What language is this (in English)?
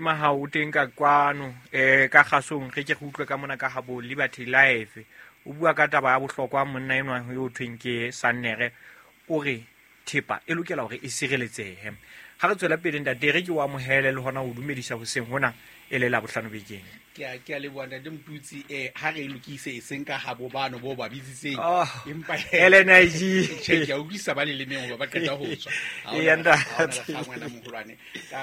Southern Sotho